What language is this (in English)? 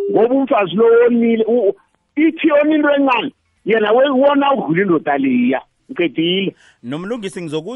South Ndebele